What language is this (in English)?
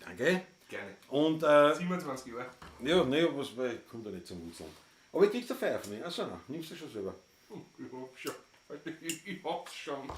Bavarian